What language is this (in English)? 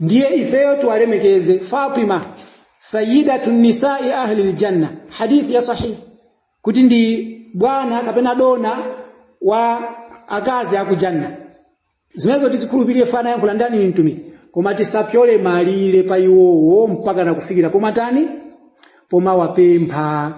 Nyanja